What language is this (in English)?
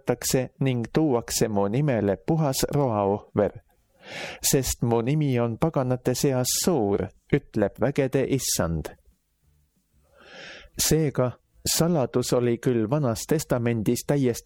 Estonian